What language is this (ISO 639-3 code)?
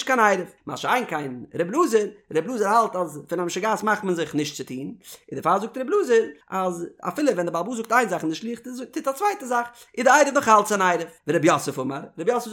yid